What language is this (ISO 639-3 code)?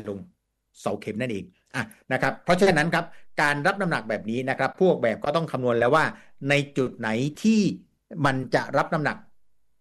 tha